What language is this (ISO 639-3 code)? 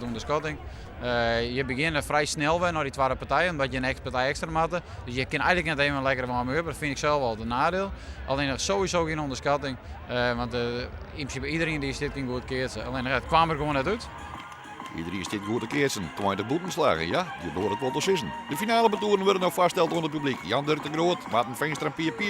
fry